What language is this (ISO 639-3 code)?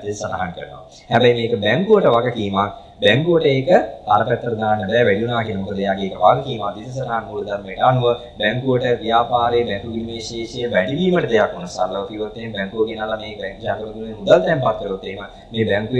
sin